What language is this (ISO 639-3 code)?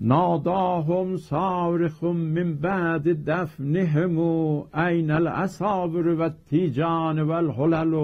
azb